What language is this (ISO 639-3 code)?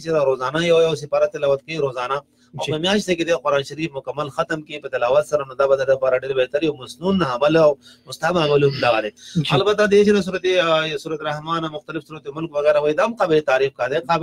pus